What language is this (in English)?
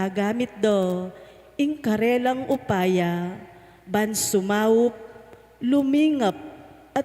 Pampanga